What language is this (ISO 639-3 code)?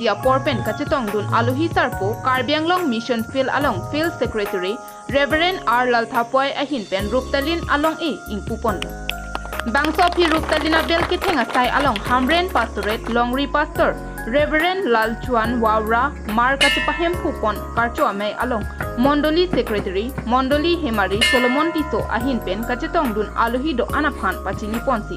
mjw